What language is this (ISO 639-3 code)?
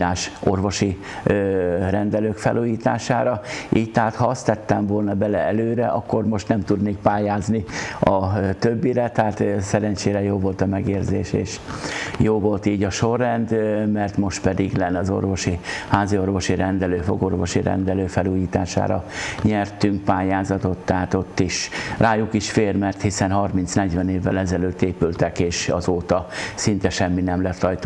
hun